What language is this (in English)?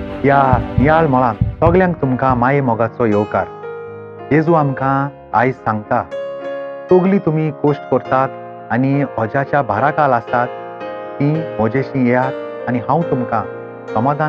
Konkani